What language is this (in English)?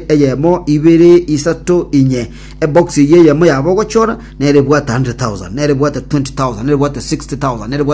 Gusii